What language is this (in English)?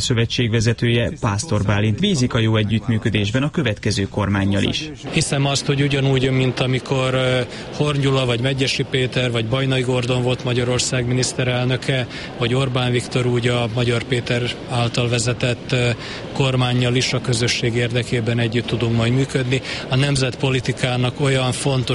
Hungarian